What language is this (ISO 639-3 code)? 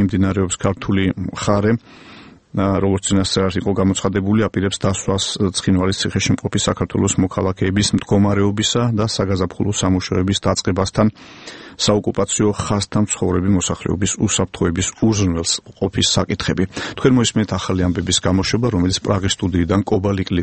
kat